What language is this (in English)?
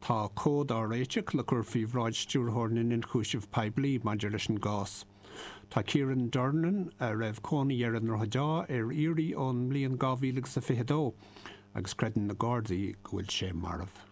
Irish